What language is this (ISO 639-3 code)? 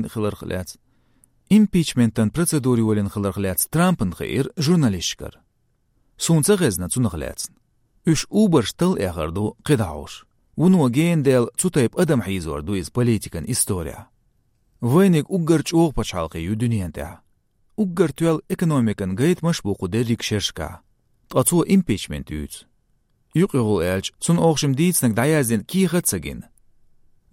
che